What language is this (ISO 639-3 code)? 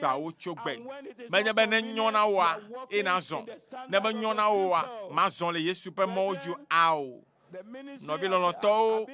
ewe